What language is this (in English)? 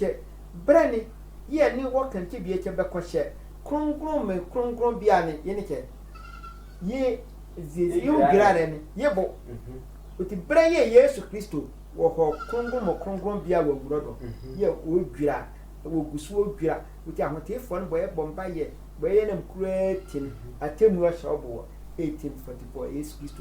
Sehwi